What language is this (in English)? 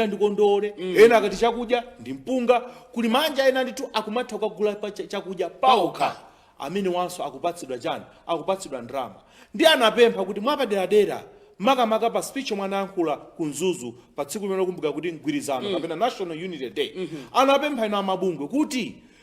Nyanja